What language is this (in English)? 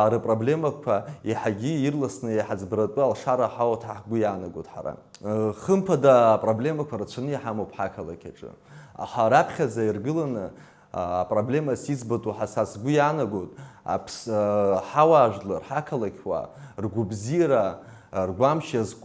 Abkhazian